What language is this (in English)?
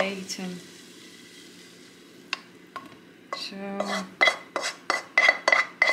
Dutch